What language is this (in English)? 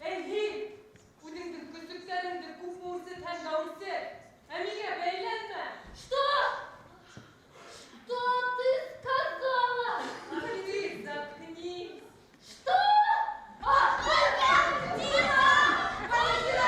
Bashkir